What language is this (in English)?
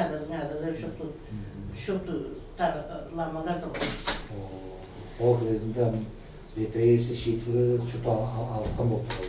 Tuvinian